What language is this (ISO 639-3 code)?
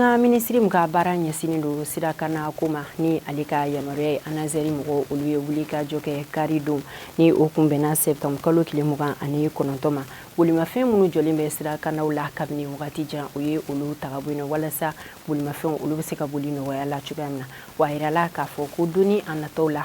bam